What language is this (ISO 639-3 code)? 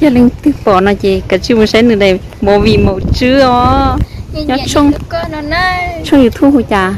hmn